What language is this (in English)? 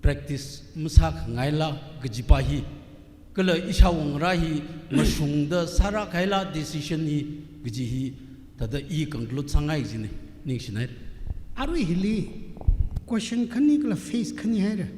Tangkhul Naga (India)